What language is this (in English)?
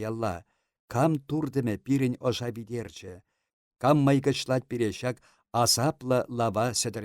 Chuvash